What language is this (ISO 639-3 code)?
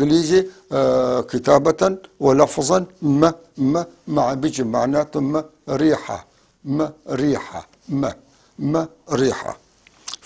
apc